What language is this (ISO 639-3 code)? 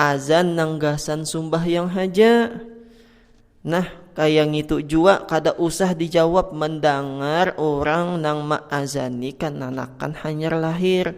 bjn